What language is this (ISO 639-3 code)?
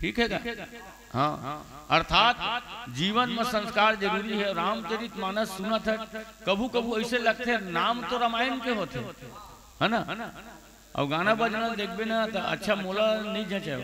hne